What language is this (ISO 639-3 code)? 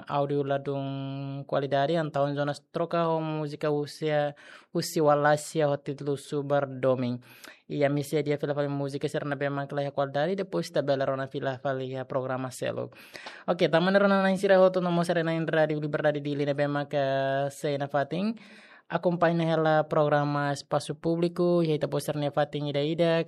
tet